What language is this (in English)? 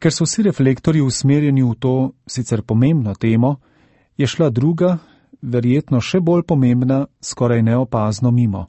Slovenian